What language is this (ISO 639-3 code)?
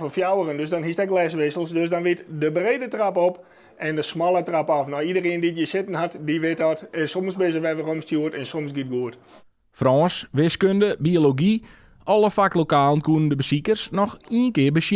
fry